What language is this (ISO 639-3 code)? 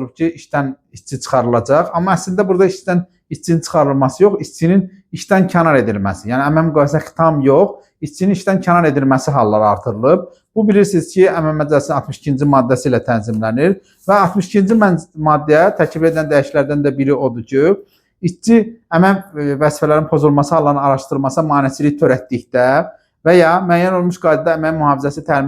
aze